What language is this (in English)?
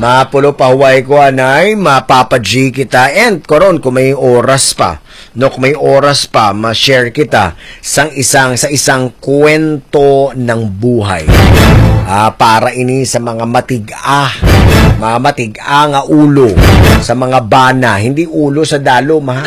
Hiligaynon